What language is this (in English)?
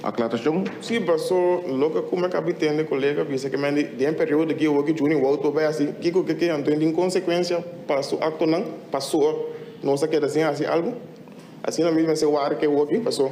Papiamento